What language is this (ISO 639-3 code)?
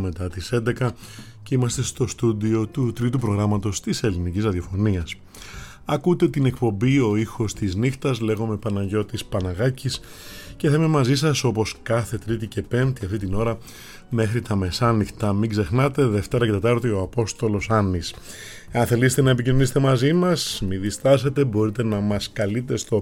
ell